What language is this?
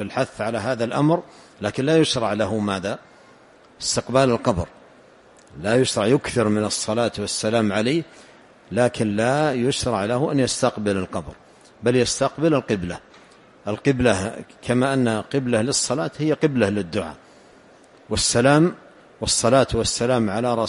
Arabic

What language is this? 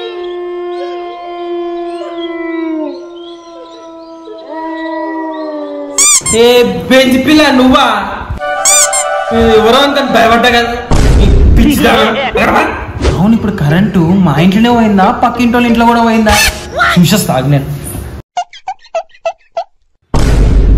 Telugu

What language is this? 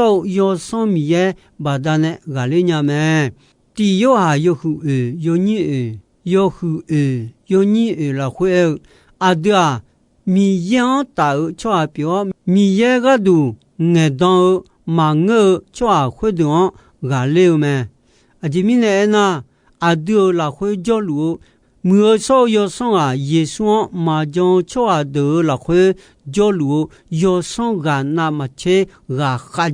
Akha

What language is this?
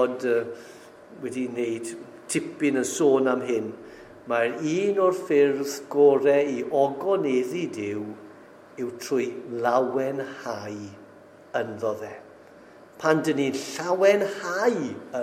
Welsh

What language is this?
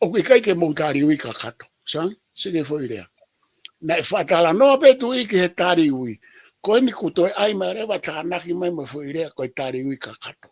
Tongan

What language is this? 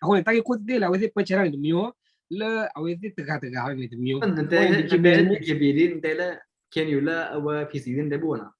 S'gaw Karen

